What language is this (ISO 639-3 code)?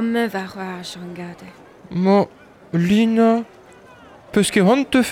bre